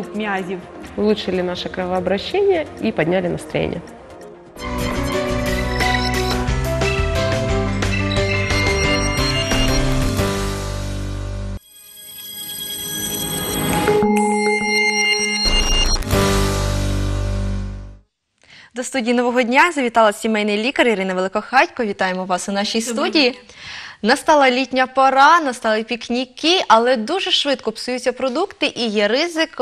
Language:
Ukrainian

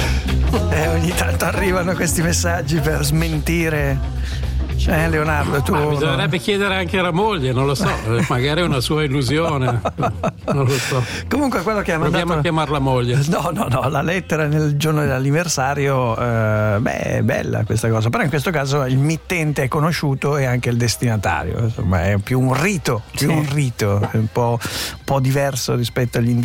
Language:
Italian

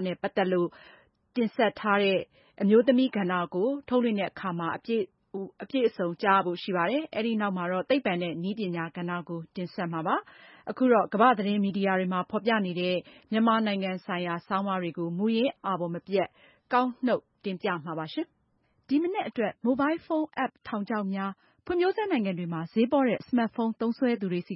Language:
Burmese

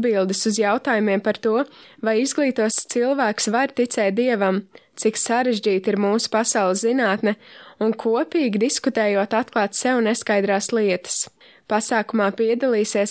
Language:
Latvian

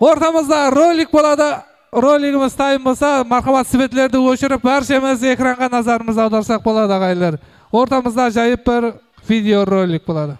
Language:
Kara-Kalpak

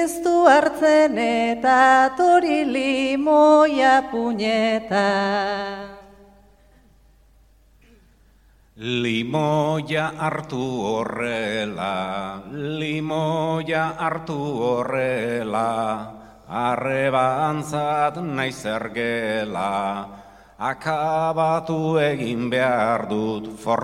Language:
Basque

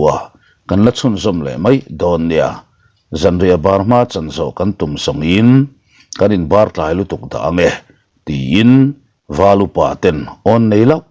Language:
Mizo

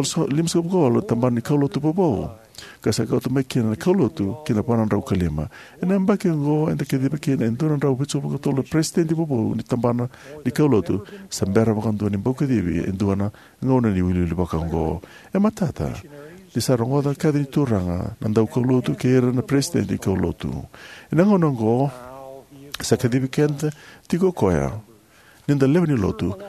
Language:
Fijian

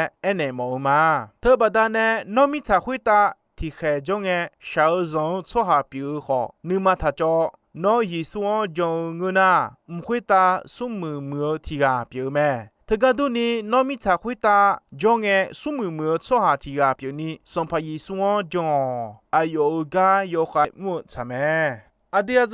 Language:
Akha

